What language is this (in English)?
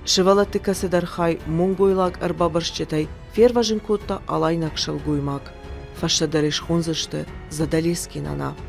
Ossetic